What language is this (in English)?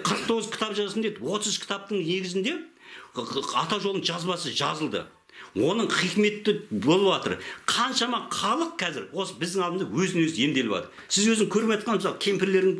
Kazakh